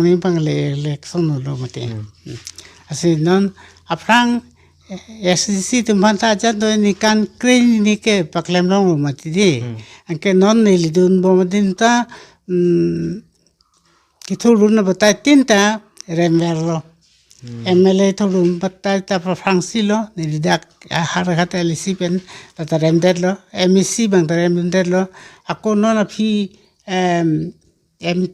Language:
Karbi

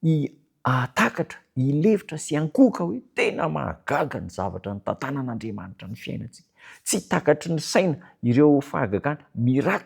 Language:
Malagasy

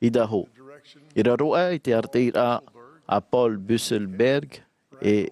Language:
Tahitian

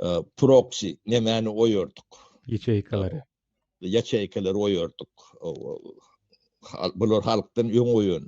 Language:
Turkmen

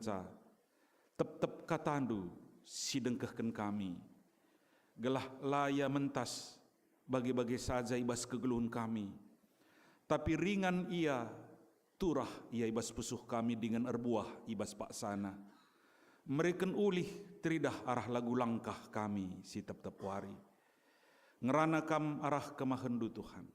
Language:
Batak Karo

